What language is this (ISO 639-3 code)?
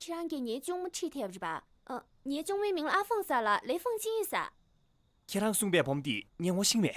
bod